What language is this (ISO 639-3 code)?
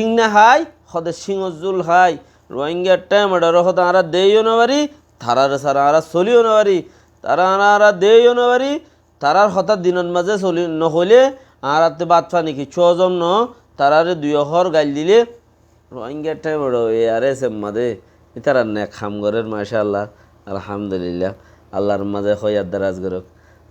rhg